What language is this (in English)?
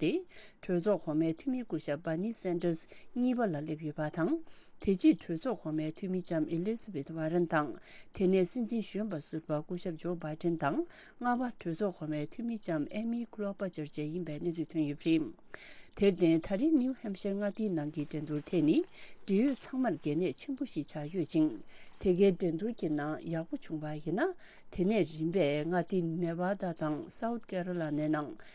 Tibetan